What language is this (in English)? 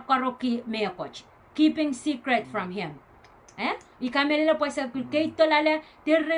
Pohnpeian